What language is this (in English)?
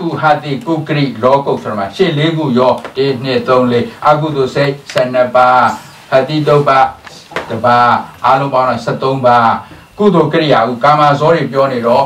Burmese